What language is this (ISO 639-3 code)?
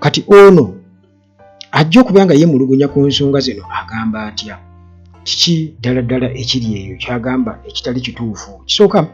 lug